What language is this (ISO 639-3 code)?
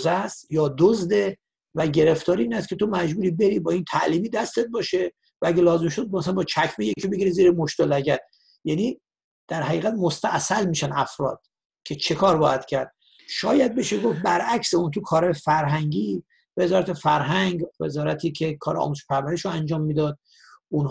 fas